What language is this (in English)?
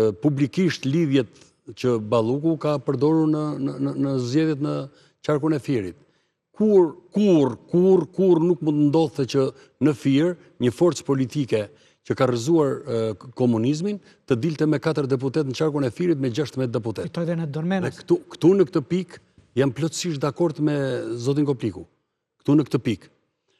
Albanian